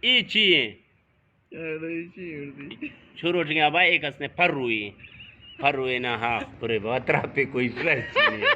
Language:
Eastern Balochi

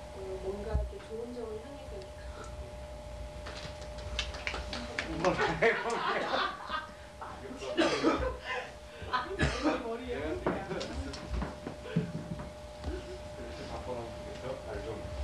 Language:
Korean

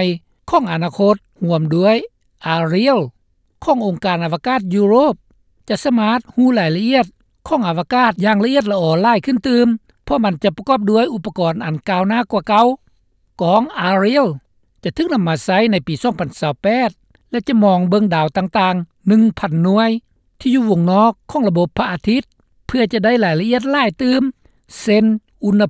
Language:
Lao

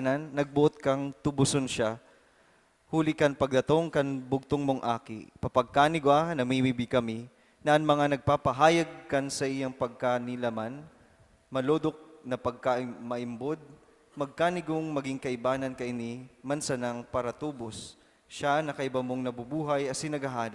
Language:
Bikol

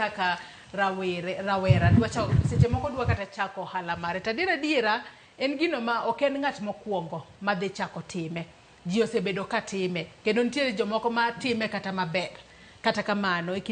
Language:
Luo (Kenya and Tanzania)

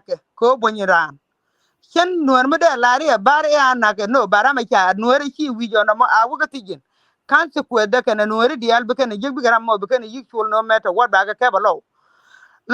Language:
Nuer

